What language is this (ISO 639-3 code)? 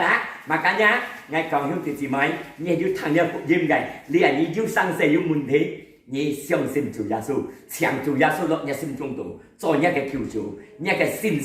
hak